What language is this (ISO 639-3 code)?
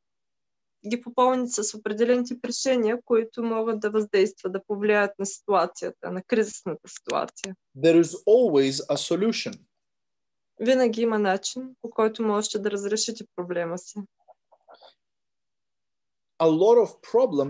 bul